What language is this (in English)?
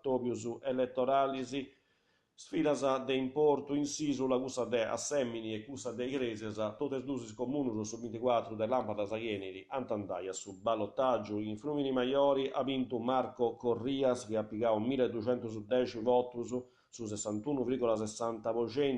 Sardinian